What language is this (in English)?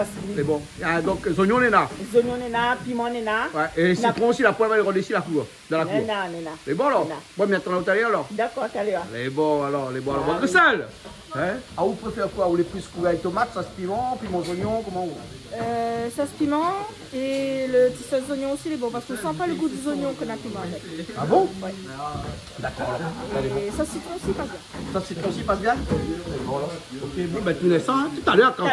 Réunion Creole French